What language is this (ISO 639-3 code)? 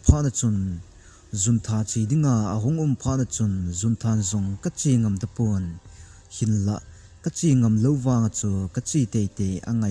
tcz